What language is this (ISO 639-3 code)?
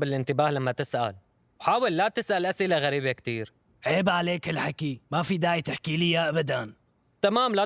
apc